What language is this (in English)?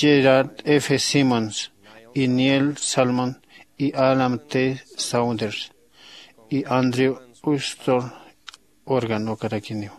Aymara